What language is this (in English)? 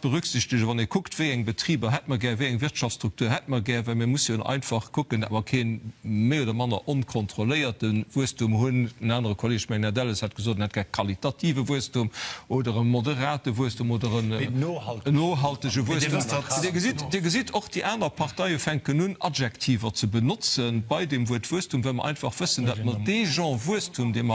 Luxembourgish